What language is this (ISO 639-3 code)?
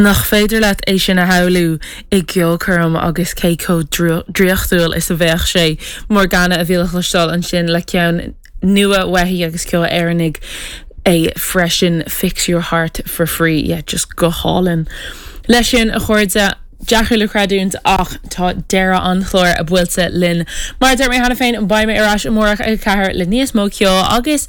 gle